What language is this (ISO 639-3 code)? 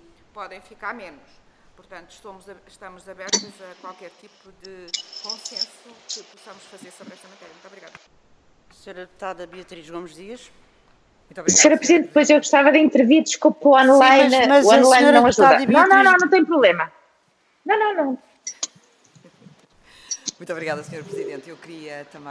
por